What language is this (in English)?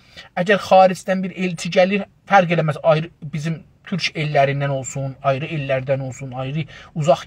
South Azerbaijani